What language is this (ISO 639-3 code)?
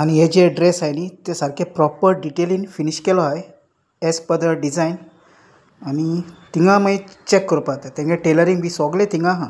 kok